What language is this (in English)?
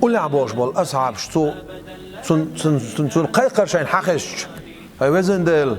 Chechen